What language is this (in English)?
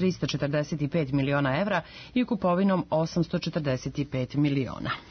Serbian